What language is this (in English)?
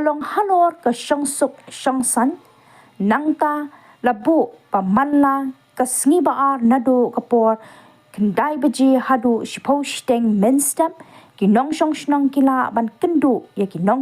Khasi